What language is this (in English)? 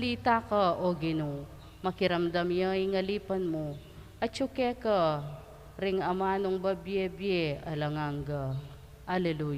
Pampanga